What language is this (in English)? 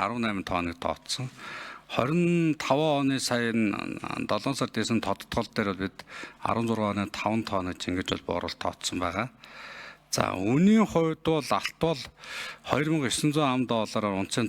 Mongolian